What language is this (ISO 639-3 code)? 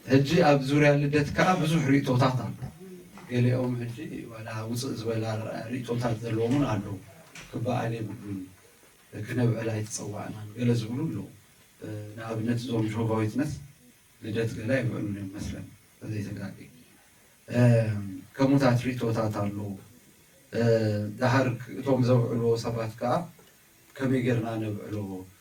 tir